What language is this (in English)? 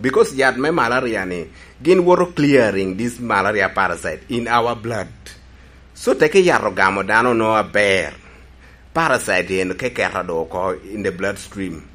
Lango (Uganda)